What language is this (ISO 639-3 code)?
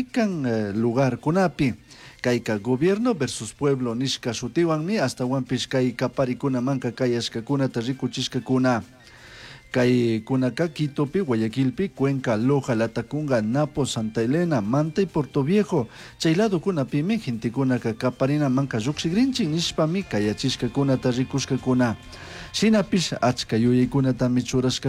qug